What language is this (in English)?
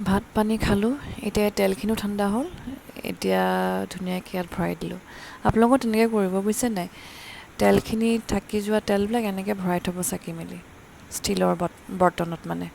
Assamese